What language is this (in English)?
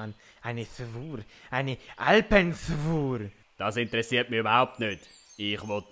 Swiss German